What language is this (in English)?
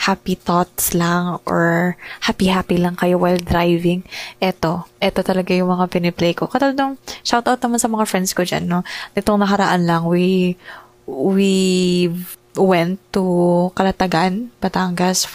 Filipino